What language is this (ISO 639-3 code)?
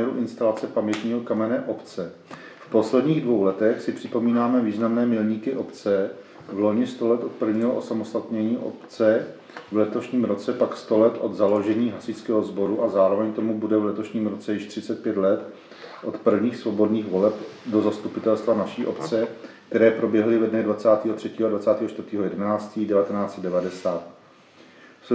ces